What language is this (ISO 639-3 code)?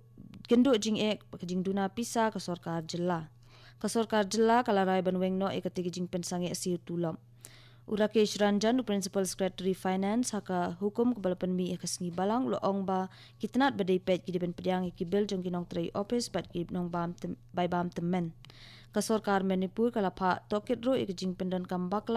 kha